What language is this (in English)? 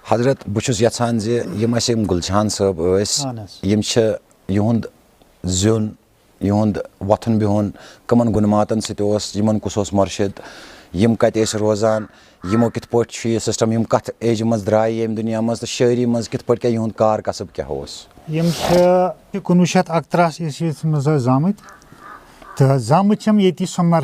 Kashmiri